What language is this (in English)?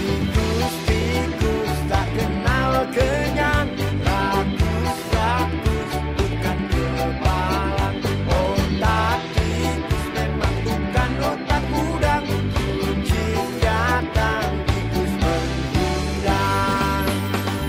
Indonesian